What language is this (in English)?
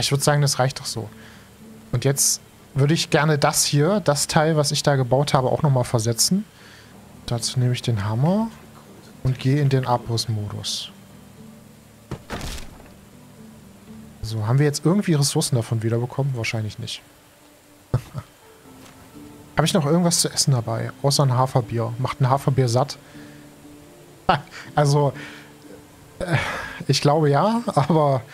German